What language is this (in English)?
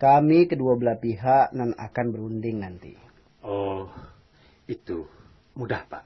Minangkabau